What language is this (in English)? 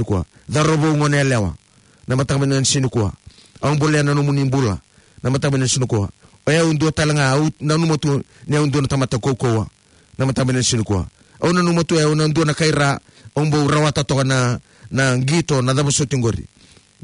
Fijian